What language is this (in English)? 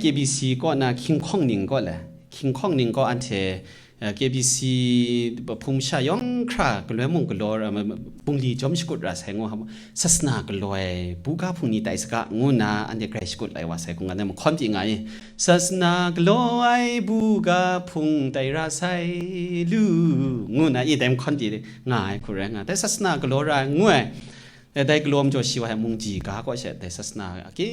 Kachin